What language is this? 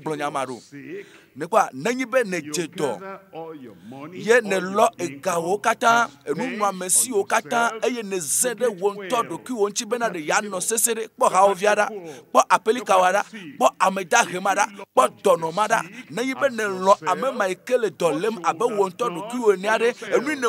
Ewe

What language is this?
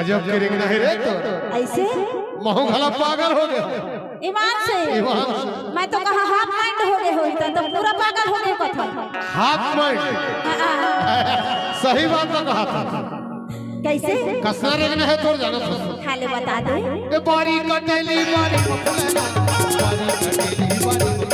Chhattisgarhi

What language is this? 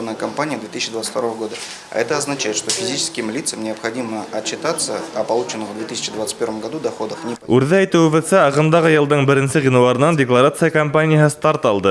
Bashkir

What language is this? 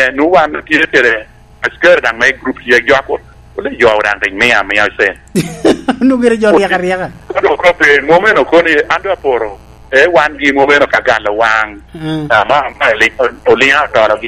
Lango (Uganda)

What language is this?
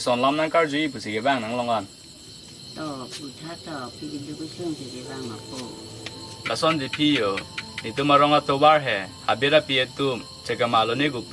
Karbi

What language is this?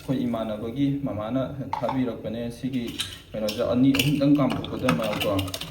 Manipuri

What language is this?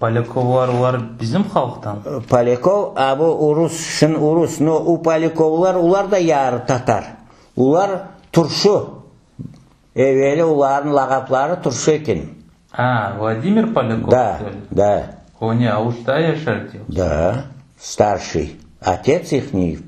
Crimean Tatar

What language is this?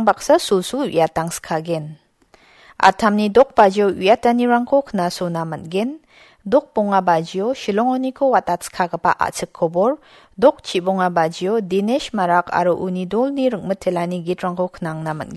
Garo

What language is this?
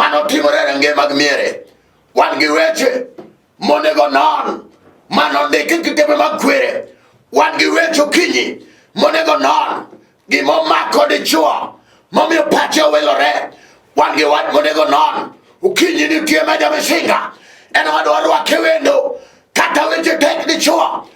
Luo (Kenya and Tanzania)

